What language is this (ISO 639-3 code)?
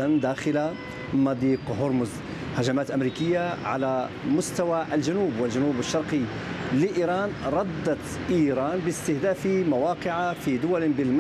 ara